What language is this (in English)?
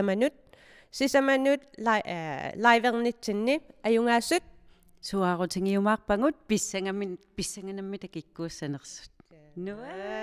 Kalaallisut